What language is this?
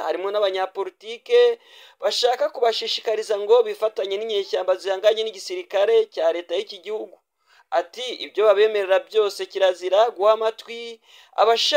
Kinyarwanda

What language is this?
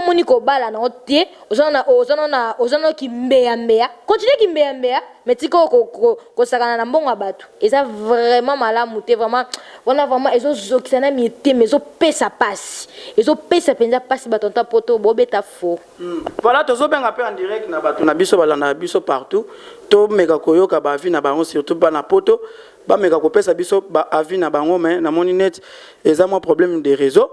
Lingala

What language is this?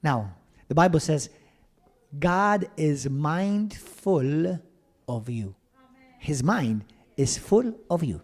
English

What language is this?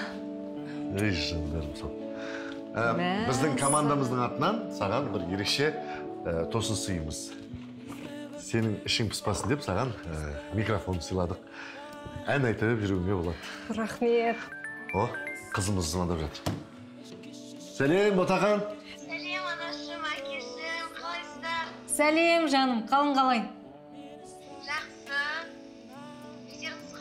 Kazakh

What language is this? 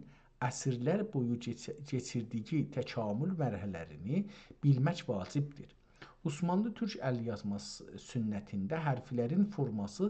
South Azerbaijani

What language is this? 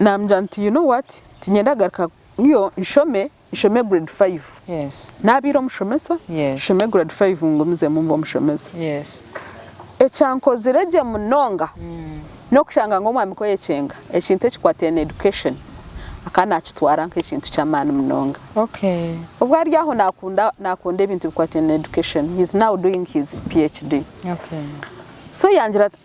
Nyankole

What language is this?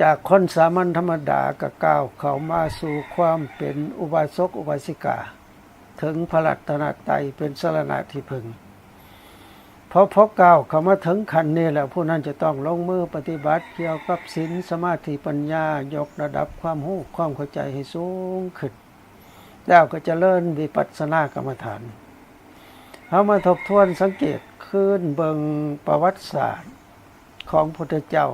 Lao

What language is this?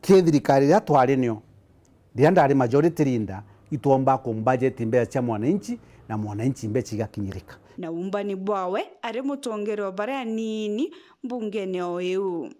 Meru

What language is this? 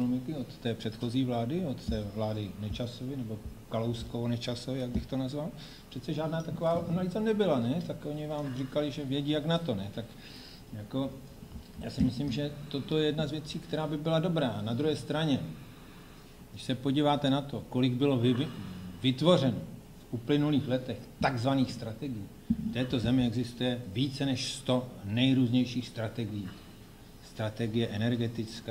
Czech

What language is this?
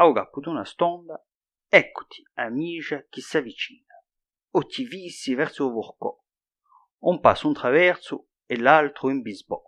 Corsican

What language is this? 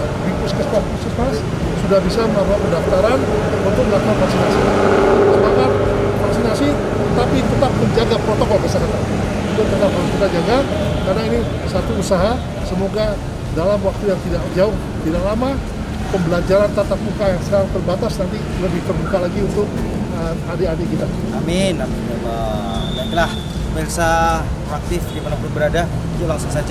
Indonesian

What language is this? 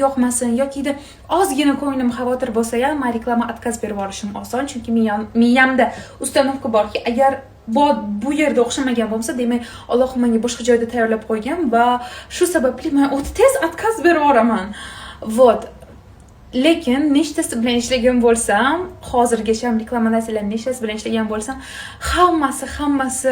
Uzbek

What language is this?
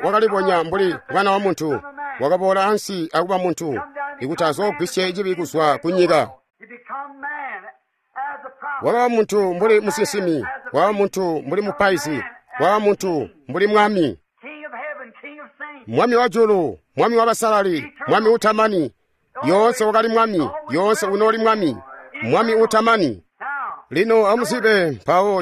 Tonga (Zambia)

